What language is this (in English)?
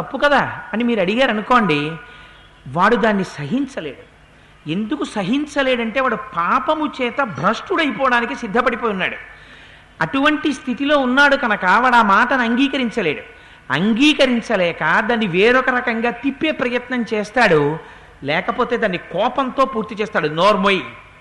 Telugu